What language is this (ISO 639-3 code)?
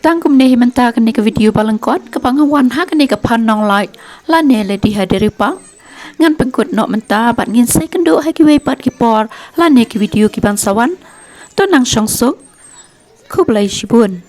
kha